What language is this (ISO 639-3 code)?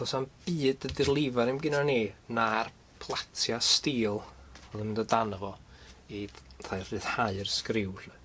cym